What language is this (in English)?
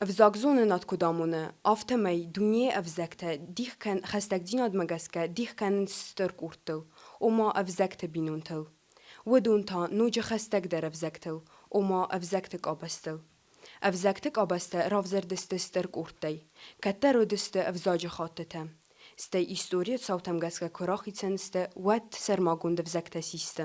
Ossetic